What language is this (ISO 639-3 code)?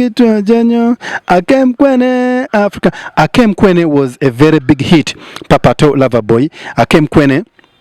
ach